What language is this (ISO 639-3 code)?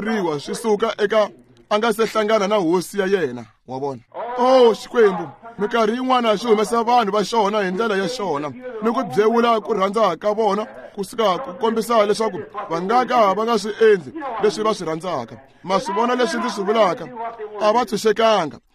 tso